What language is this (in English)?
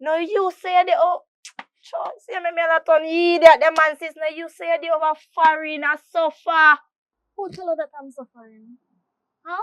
Jamaican Creole English